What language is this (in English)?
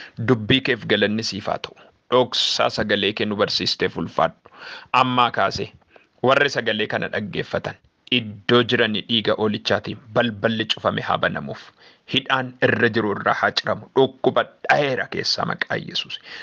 Oromo